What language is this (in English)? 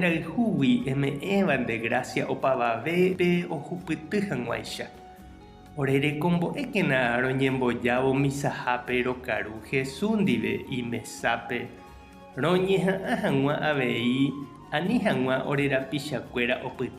Guarani